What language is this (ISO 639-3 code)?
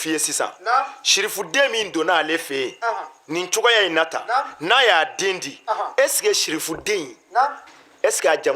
bam